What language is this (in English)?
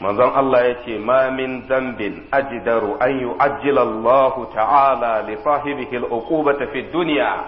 Hausa